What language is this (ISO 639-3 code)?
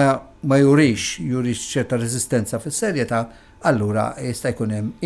mlt